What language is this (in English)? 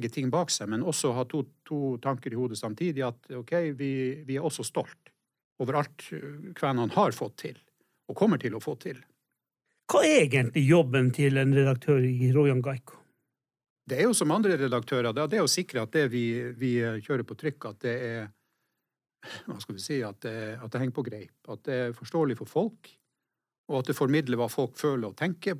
Norwegian